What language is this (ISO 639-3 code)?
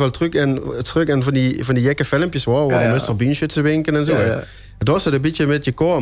lim